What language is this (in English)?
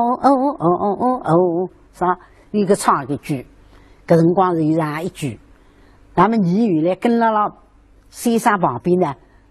Wu Chinese